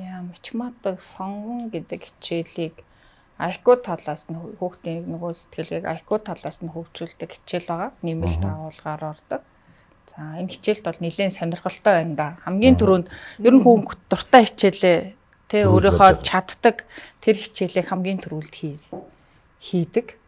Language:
Mongolian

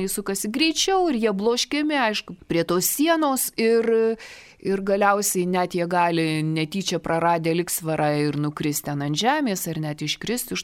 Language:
Lithuanian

